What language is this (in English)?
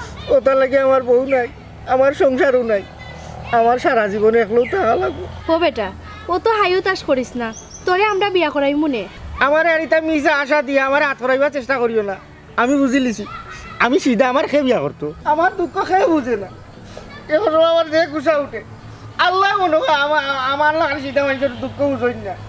Sylheti